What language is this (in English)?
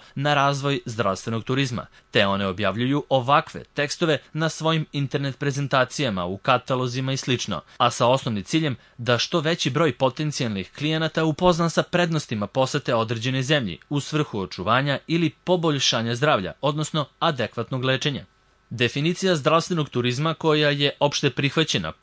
Serbian